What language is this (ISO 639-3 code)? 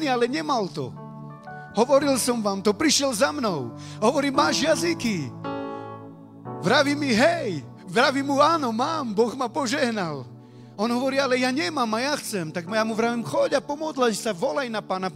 slk